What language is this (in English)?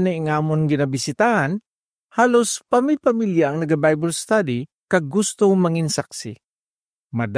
Hiligaynon